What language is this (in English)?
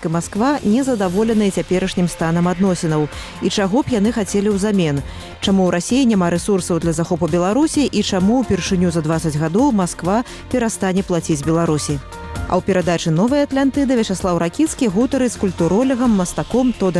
Belarusian